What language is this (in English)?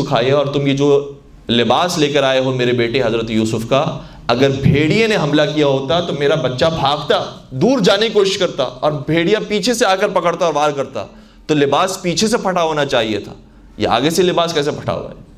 Urdu